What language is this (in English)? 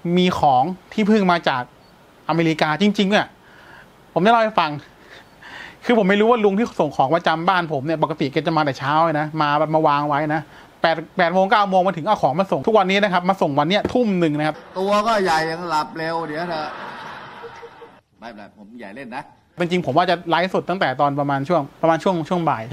Thai